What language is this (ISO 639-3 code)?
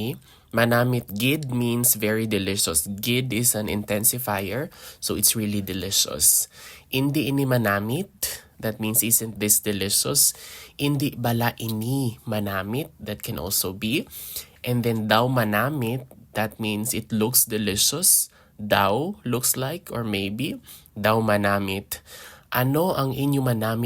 hil